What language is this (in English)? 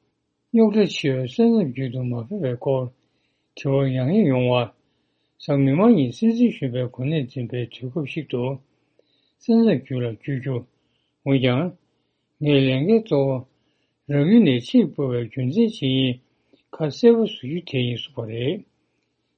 Tibetan